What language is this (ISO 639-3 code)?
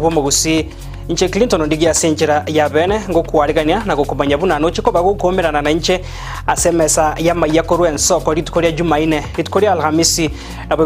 guz